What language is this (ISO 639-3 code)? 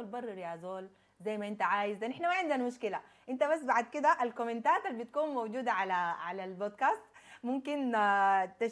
apd